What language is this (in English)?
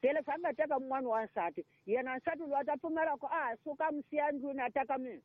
Tsonga